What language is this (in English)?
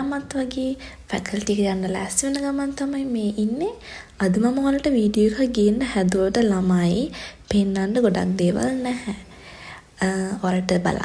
Sinhala